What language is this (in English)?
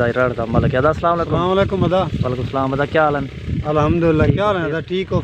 Saraiki